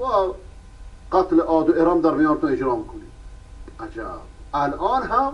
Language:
Persian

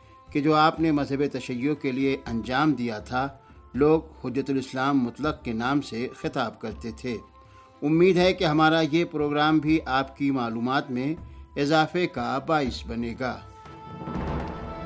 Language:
Urdu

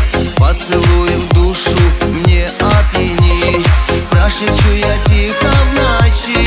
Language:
Russian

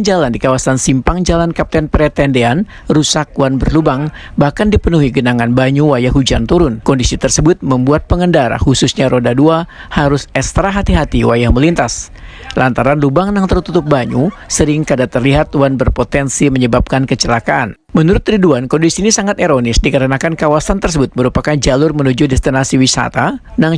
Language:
Banjar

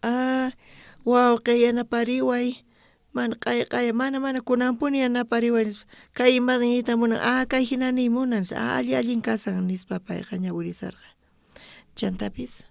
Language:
South Bolivian Quechua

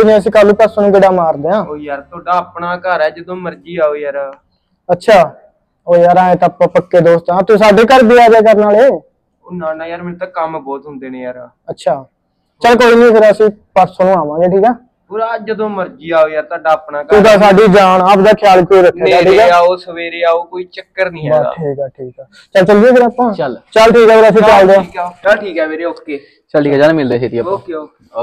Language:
Punjabi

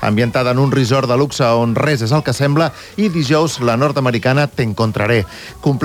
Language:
Catalan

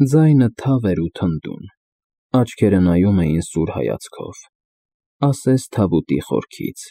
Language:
Armenian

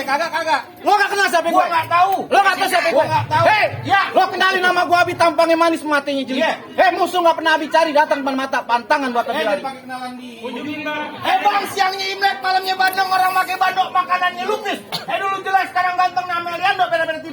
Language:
Betawi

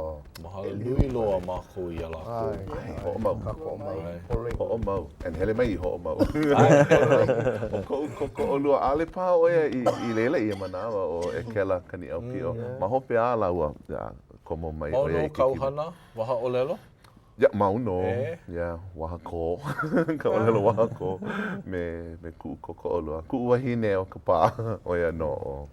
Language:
Hawaiian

